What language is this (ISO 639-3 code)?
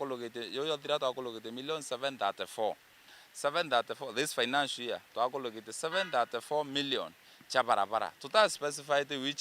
mer